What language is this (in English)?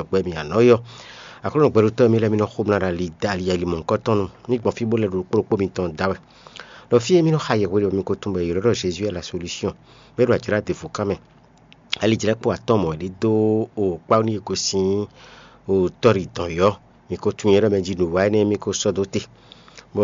Fon